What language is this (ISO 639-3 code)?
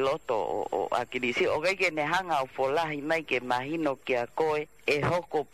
ton